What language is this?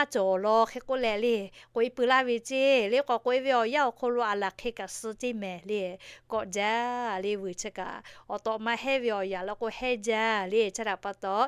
Lahu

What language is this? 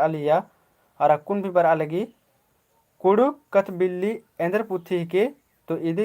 Kurukh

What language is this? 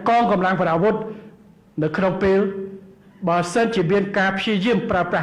Khmer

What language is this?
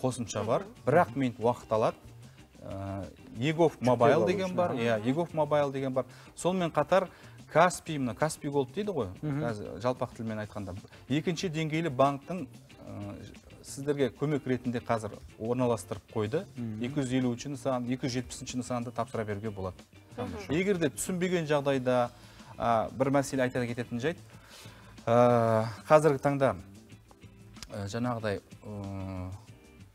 Kazakh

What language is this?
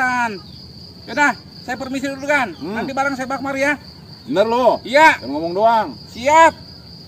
Betawi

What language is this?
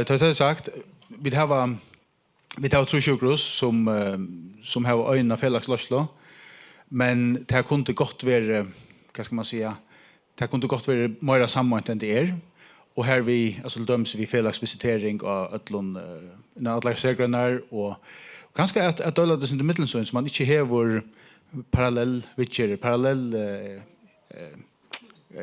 Faroese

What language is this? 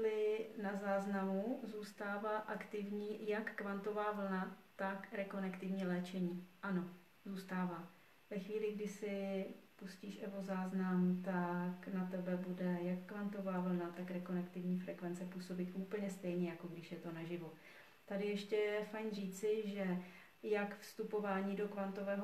Czech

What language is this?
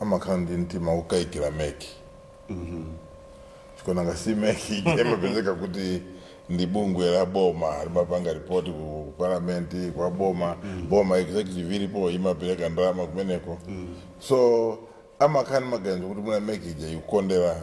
Nyanja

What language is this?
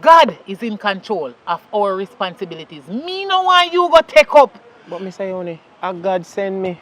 Jamaican Creole English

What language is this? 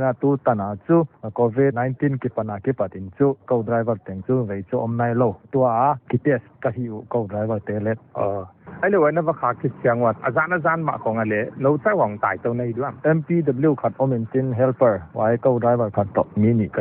Paite Chin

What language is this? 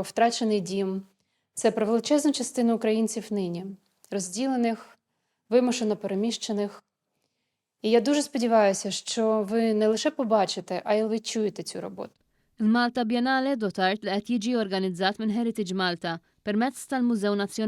Maltese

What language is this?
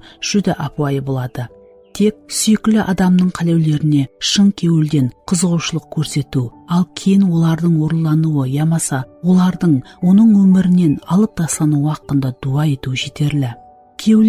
Kara-Kalpak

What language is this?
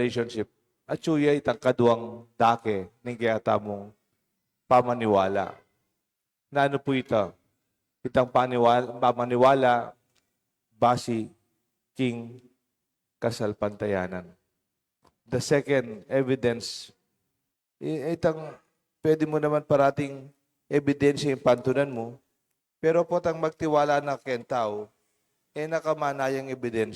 Pampanga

